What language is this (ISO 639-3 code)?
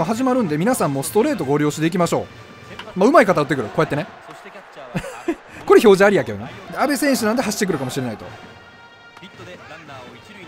jpn